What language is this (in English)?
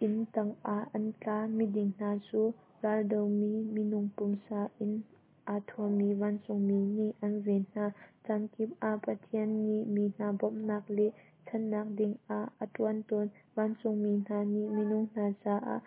Hakha Chin